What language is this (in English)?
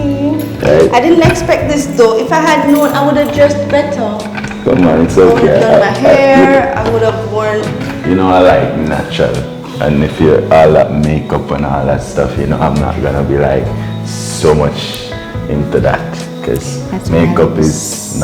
Jamaican Creole English